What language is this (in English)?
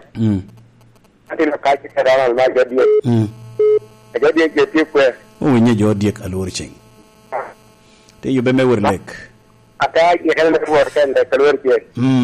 Lango (Uganda)